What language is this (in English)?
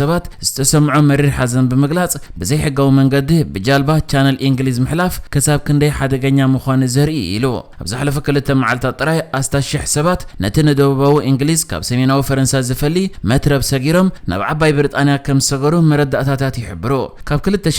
Tigrinya